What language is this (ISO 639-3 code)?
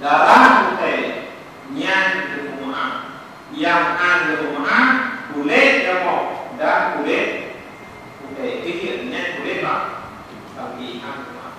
ace